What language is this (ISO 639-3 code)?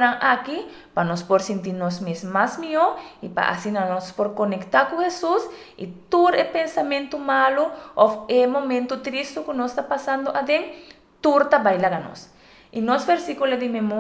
pap